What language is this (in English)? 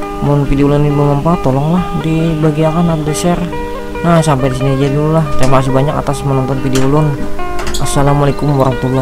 Banjar